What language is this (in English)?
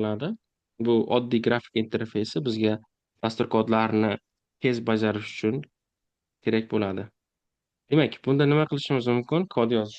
Uzbek